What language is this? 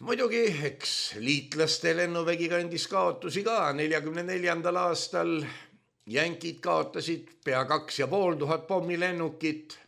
Estonian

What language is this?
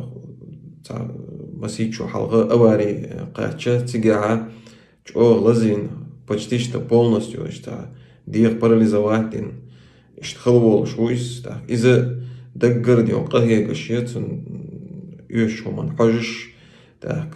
Chechen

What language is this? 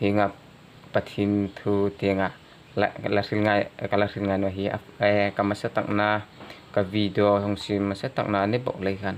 Hmar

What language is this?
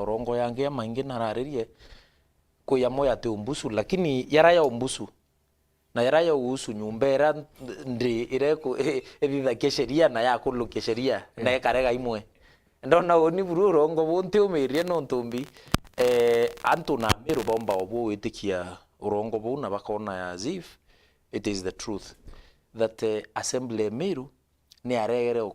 Meru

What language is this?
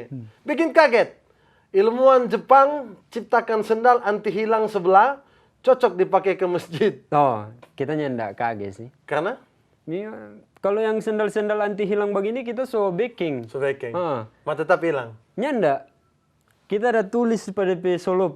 Manado Malay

